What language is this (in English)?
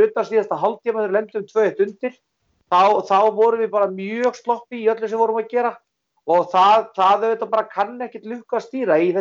Icelandic